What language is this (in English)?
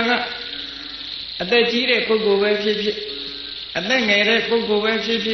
Burmese